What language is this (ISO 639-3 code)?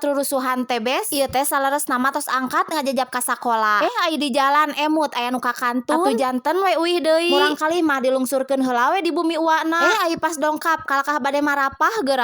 sun